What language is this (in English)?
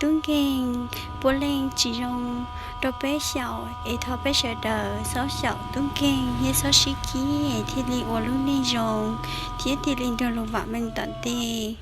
Hmong